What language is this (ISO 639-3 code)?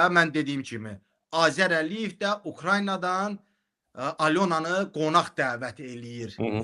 aze